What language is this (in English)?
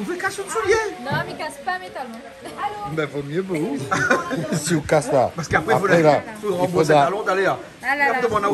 Réunion Creole French